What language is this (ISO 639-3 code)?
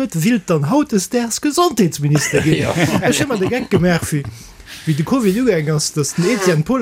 ltz